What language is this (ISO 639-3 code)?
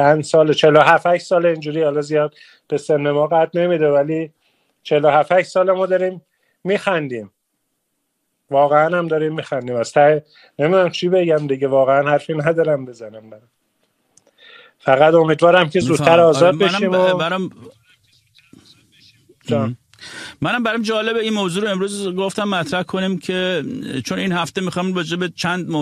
fas